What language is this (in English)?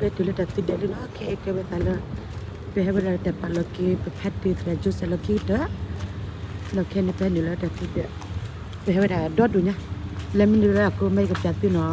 S'gaw Karen